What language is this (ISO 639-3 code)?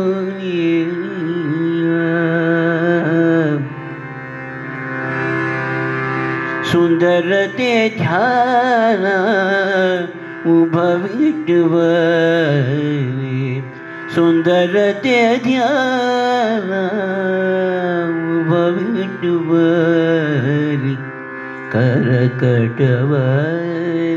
kan